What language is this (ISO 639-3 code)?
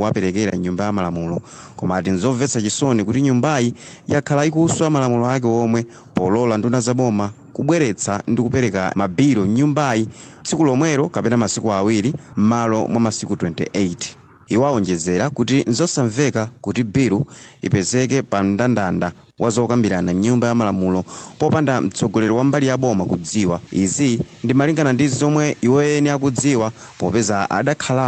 nya